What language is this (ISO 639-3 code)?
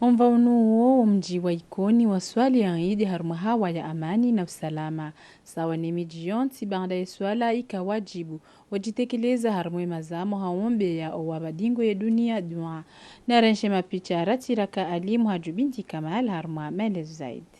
zdj